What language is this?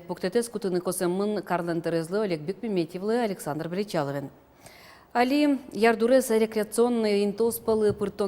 Udmurt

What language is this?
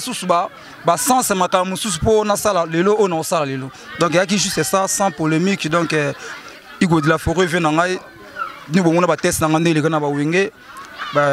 Lingala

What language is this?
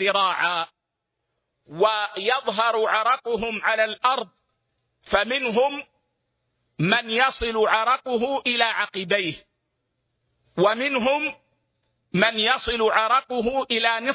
Arabic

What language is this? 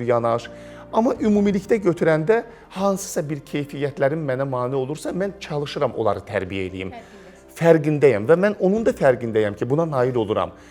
Azerbaijani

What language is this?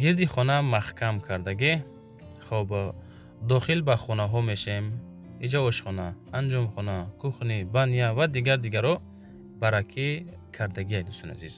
Tajik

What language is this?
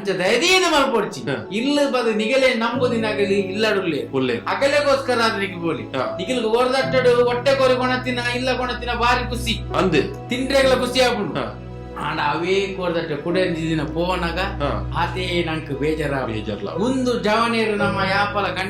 Tulu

